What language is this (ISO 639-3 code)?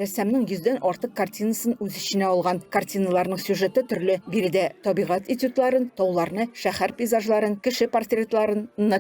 tat